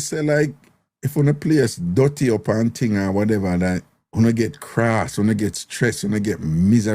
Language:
Jamaican Creole English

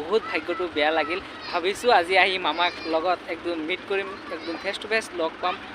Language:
Assamese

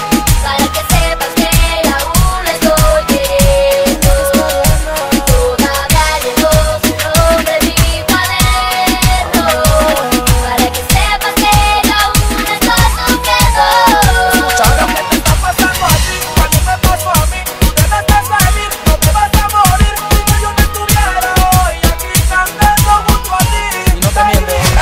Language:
Spanish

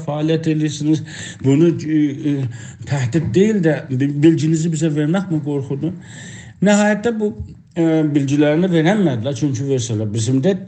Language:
South Azerbaijani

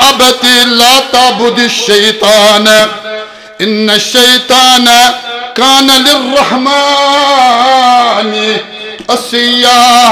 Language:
Kashmiri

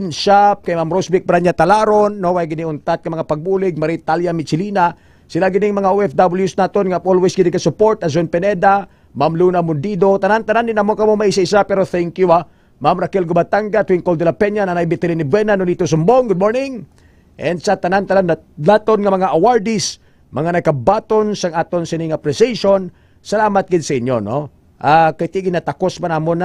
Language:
Hiligaynon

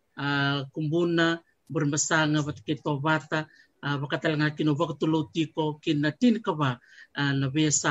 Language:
Fijian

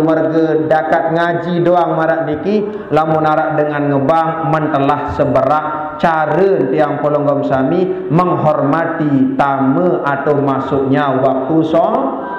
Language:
Sasak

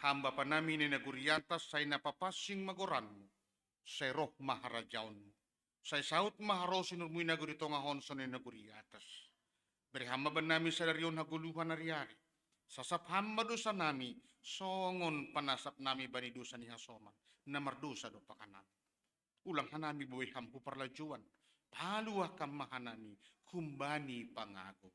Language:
Batak Simalungun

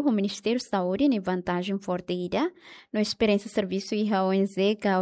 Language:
Tetum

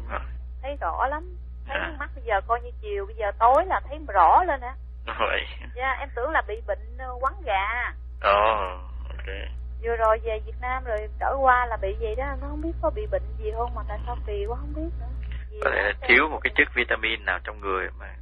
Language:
Vietnamese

